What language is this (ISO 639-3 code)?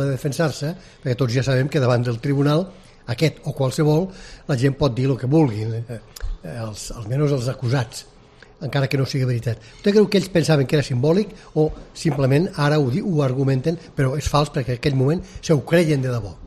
cat